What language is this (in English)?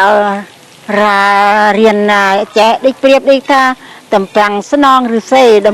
Khmer